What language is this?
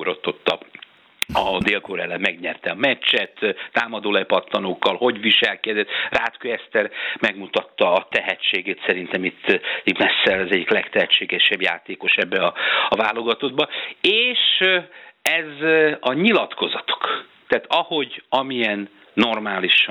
Hungarian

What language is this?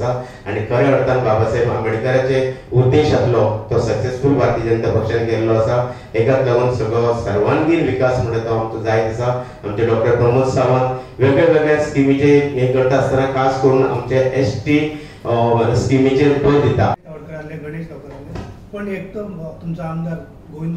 Konkani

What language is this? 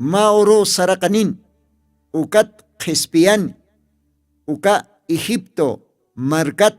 Aymara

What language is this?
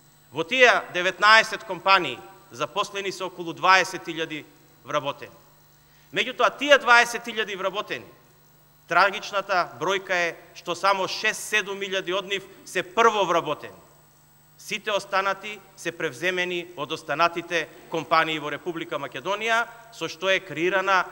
Macedonian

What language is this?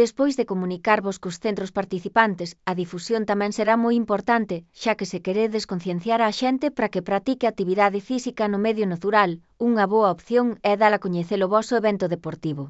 Galician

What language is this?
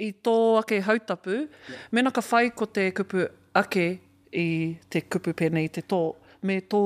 Māori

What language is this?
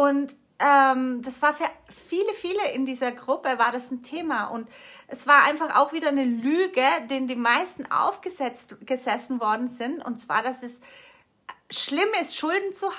German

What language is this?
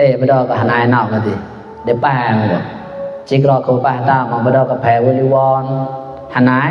Mon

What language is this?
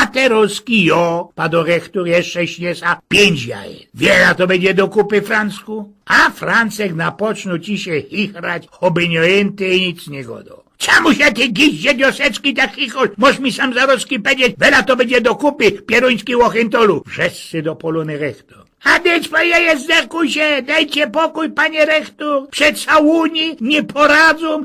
Silesian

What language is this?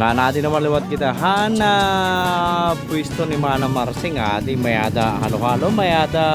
Waray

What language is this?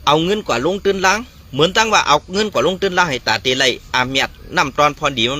Shan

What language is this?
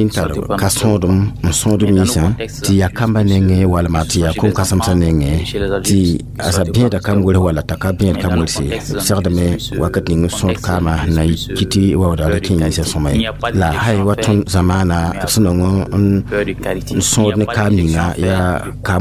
Mossi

